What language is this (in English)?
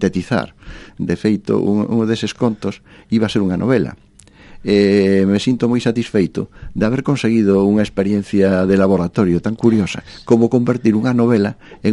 Galician